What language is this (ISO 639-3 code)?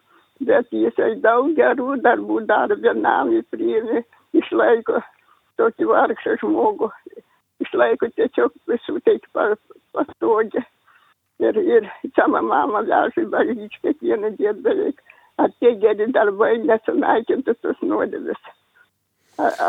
lit